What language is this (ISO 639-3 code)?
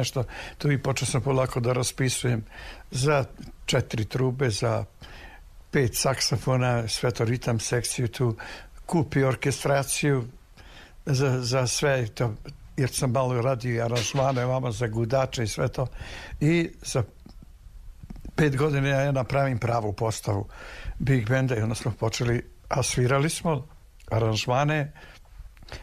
srp